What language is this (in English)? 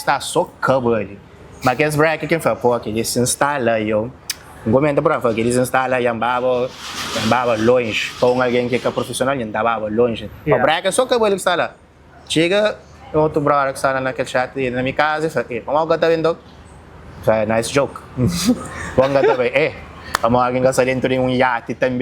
Kabuverdianu